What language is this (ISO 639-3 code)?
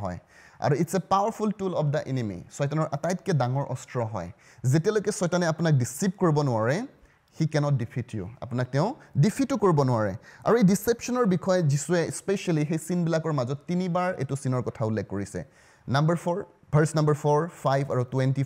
asm